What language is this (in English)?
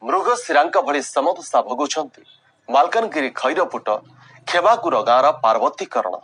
Odia